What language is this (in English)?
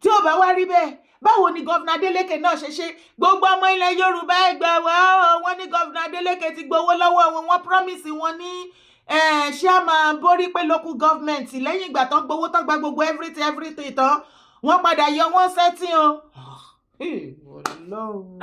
Yoruba